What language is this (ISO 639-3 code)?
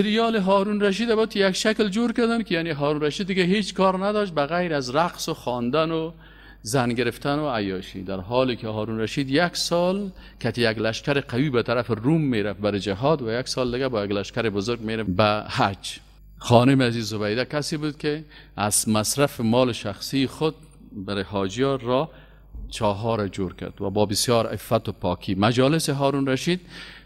fas